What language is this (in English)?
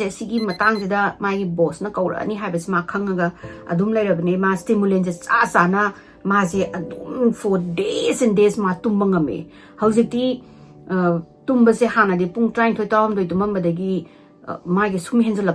Manipuri